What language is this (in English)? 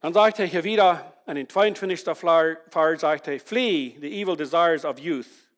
Plautdietsch